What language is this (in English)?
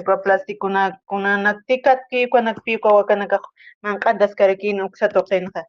Aymara